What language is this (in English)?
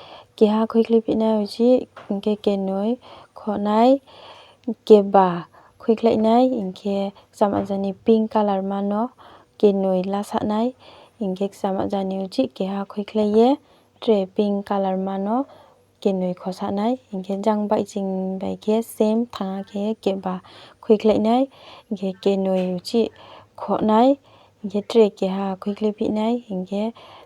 Riang (India)